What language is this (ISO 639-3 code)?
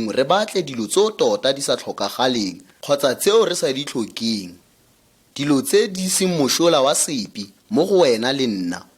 tsn